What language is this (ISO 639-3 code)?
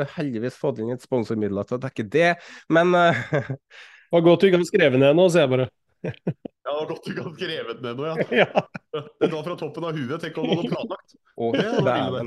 nor